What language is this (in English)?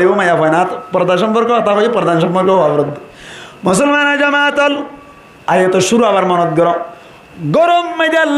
Rohingya